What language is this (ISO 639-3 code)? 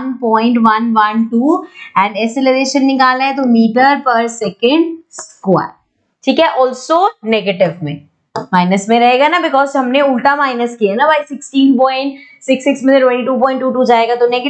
hin